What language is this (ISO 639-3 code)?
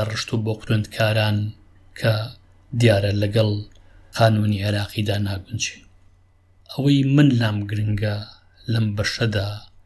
ckb